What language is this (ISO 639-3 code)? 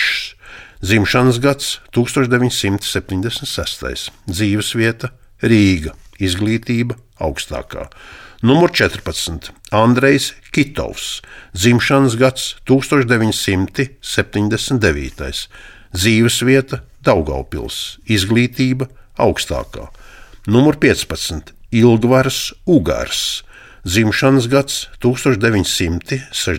lav